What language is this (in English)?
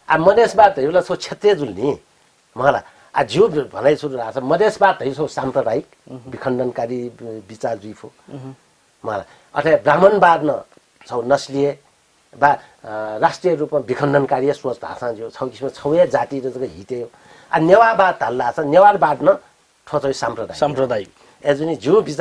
Newari